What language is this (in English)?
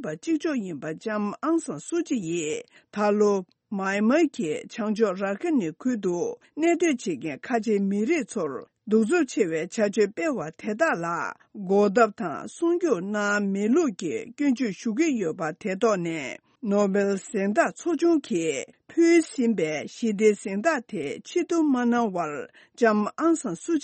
Tibetan